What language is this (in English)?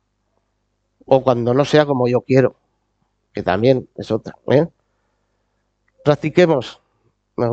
Spanish